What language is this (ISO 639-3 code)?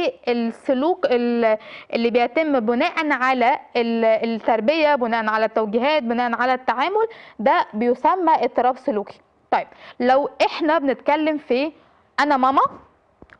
arz